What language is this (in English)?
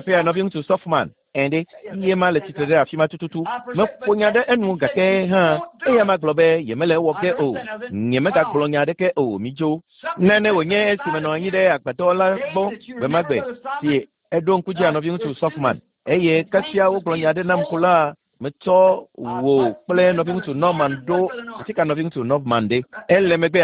Ewe